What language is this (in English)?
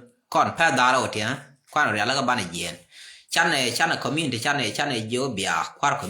Nuer